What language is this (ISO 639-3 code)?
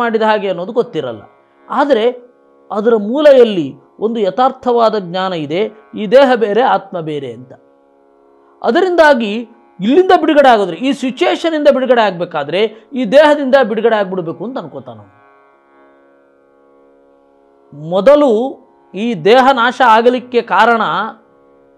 kan